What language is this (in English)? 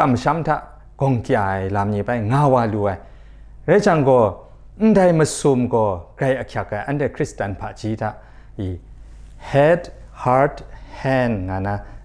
Kachin